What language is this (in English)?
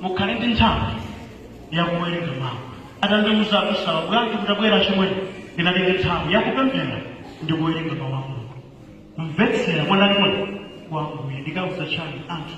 Nyanja